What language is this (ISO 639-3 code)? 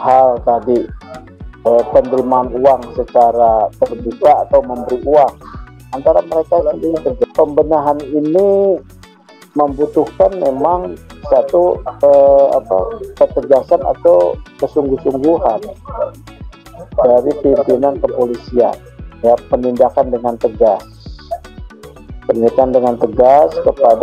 ind